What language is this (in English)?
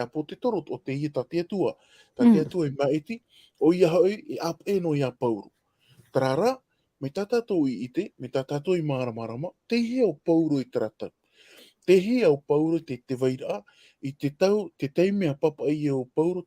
Tahitian